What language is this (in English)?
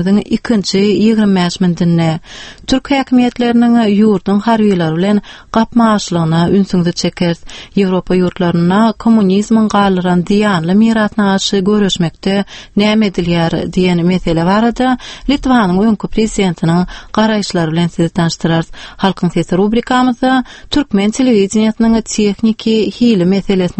Turkmen